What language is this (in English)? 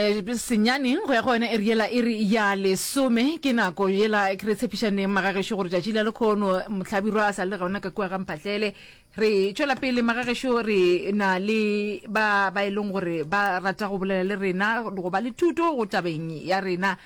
Northern Sotho